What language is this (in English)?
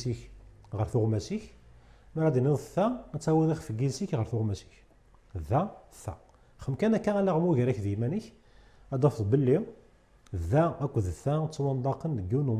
Kabyle